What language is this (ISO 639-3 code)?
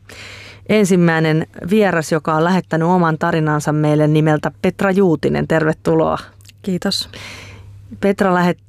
fin